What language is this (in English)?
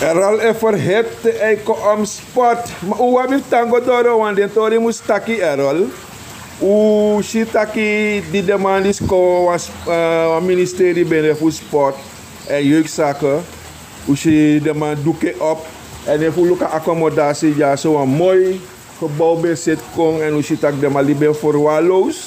Sranan Tongo